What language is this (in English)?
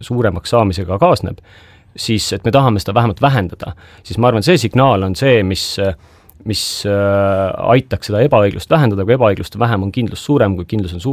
Estonian